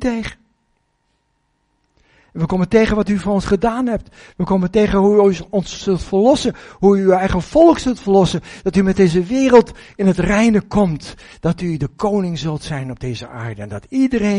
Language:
Dutch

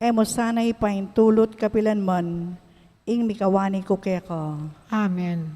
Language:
Pampanga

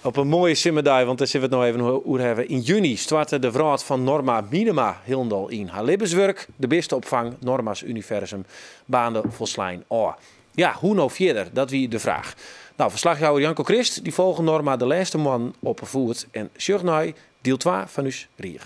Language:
Western Frisian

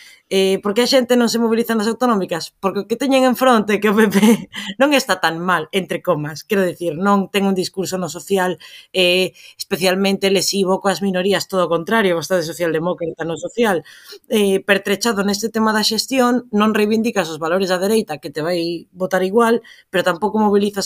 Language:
Galician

